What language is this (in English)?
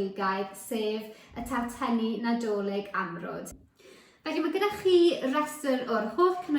Welsh